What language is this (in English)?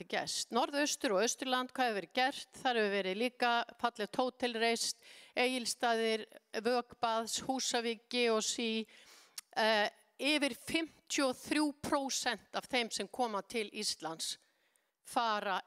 Icelandic